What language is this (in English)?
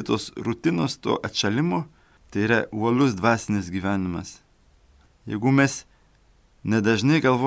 Lithuanian